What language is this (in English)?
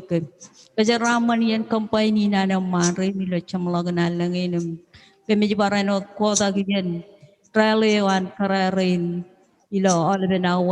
Marshallese